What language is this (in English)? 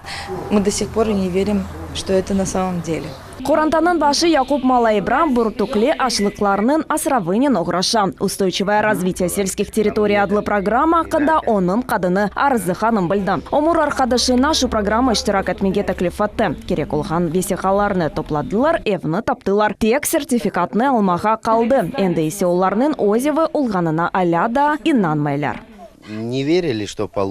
Crimean Tatar